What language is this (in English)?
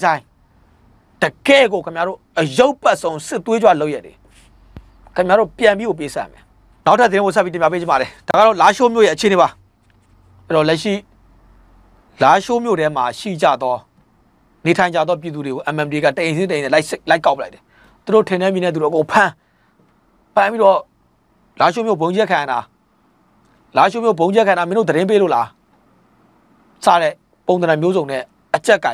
Burmese